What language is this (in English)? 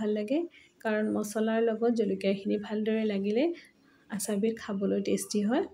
Assamese